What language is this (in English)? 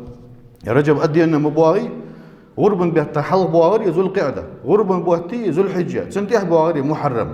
Ingush